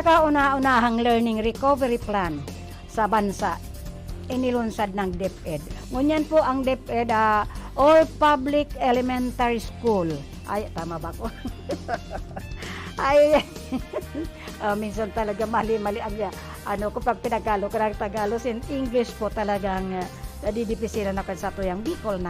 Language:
Bikol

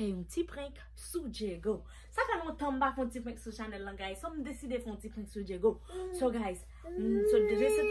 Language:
Haitian Creole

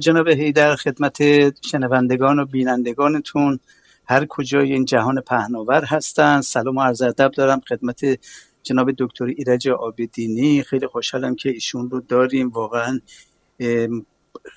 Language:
Persian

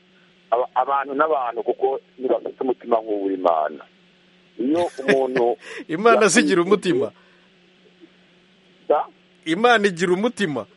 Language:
Kinyarwanda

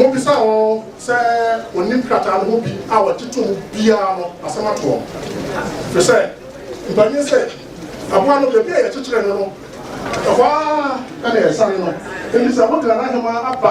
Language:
Akan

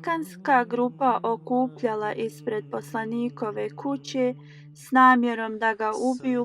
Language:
Bosnian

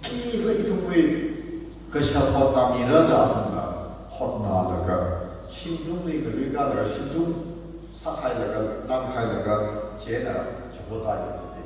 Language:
Tangkhul Naga (India)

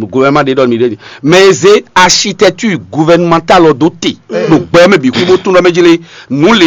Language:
Fon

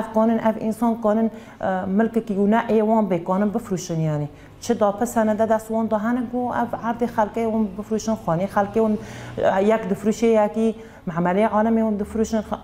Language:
Kurdish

